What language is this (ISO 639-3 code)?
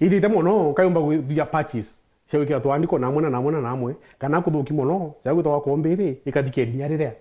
mer